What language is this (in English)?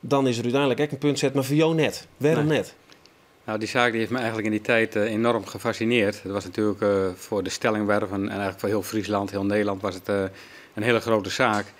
Western Frisian